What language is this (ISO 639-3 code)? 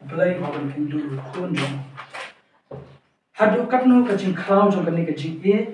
kha